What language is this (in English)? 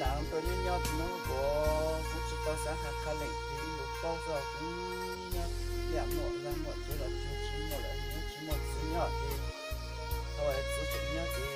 Hmong